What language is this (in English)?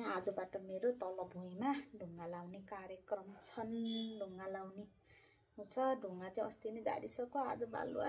Nepali